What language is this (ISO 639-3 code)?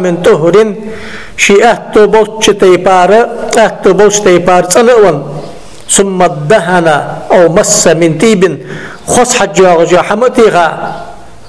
inh